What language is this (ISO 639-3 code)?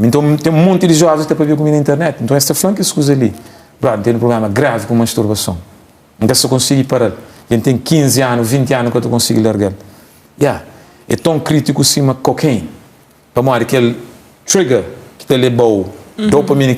kea